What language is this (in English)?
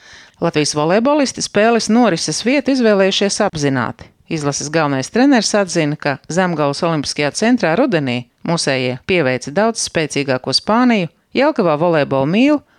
Latvian